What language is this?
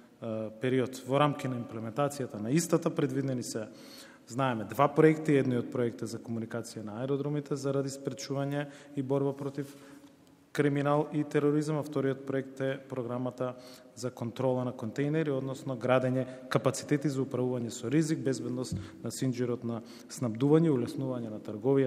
Macedonian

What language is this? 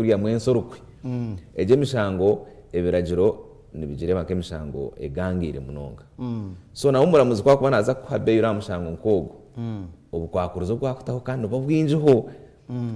Nyankole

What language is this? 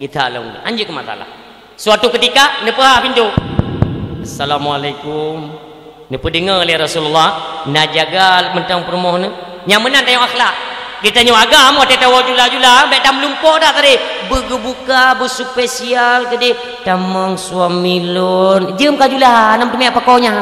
Achinese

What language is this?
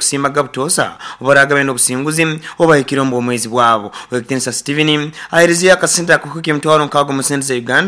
Nyoro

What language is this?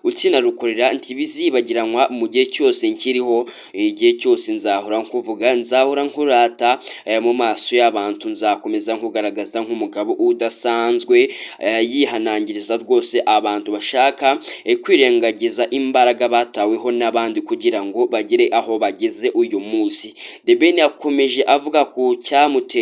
Kinyarwanda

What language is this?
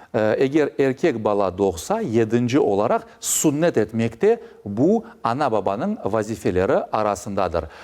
Crimean Tatar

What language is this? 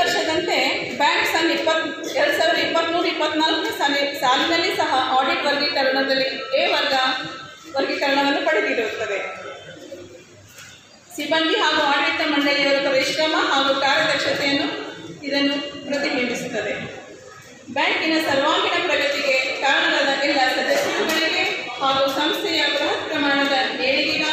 Kannada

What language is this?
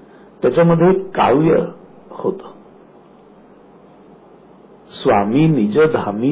Marathi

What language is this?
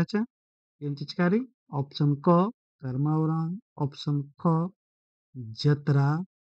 Kurukh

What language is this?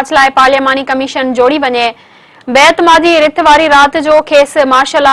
Sindhi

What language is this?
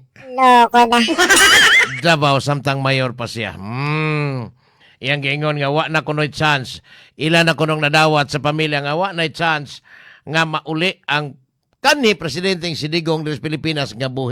Cebuano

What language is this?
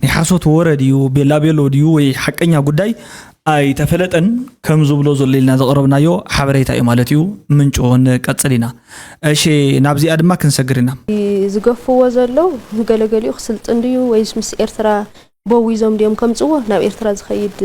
Tigrinya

